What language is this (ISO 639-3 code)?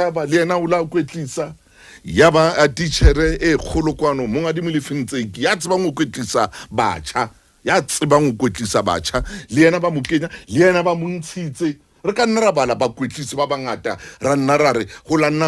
sot